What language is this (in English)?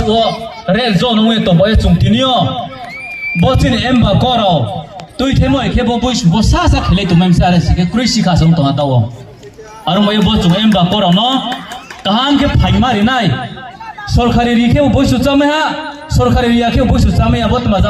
Riang (India)